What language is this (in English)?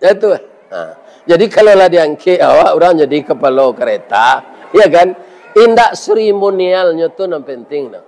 Minangkabau